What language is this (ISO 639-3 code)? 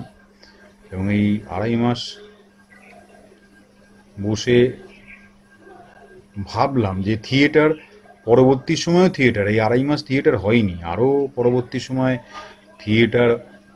ben